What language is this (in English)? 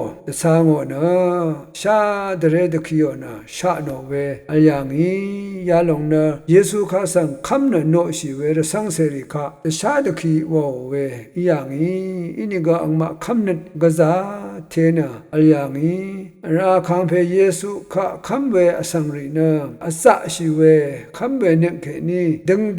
Rawang